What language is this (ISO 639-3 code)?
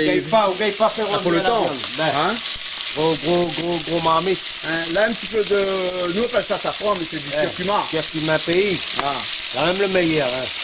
rcf